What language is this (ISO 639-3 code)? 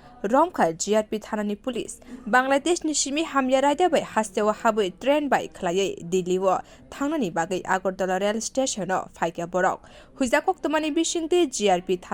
trp